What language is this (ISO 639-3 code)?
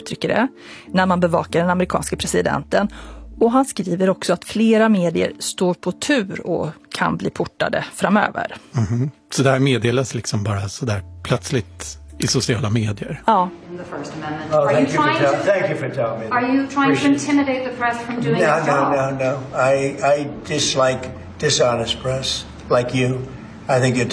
swe